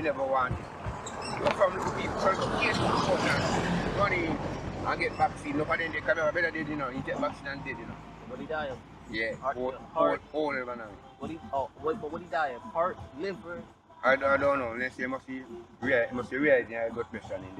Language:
Jamaican Creole English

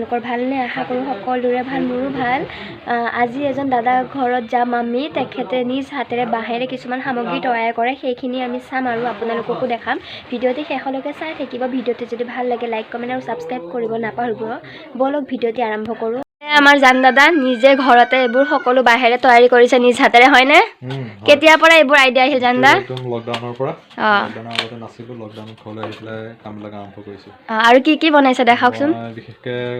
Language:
Assamese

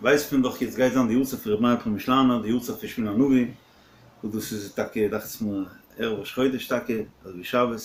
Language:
Yiddish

